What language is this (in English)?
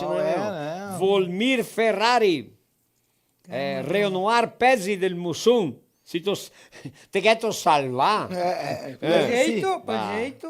Venetian